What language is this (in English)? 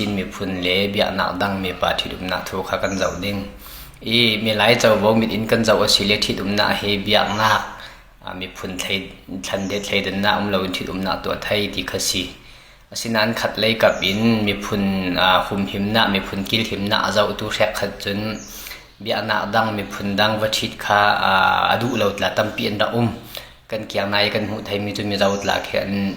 Falam Chin